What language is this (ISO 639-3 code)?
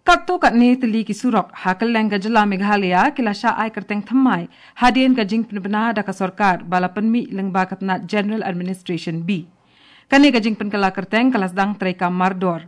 kha